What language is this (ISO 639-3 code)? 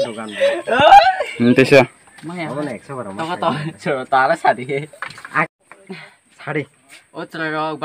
trp